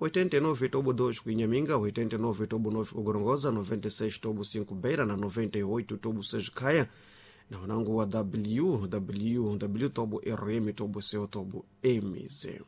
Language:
Sena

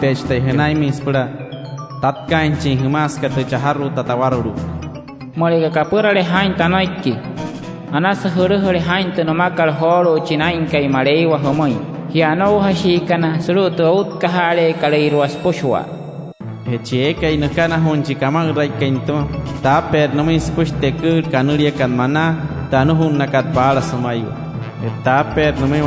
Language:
Wayuu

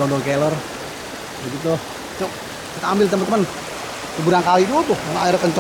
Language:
Betawi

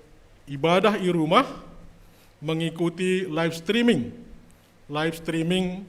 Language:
Batak Simalungun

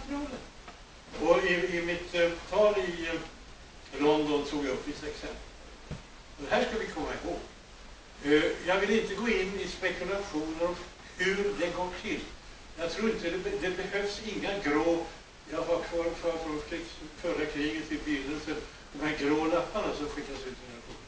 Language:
Swedish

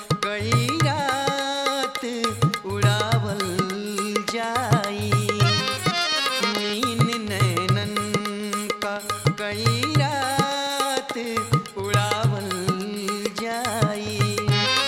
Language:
Bhojpuri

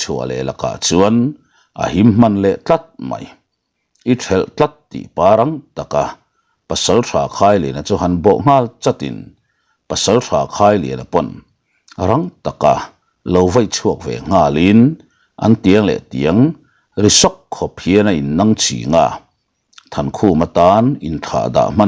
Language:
Mizo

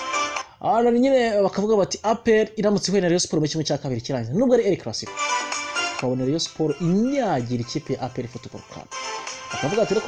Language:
Kinyarwanda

